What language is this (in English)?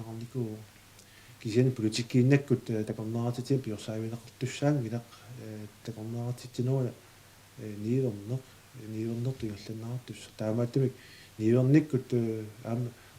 Kalaallisut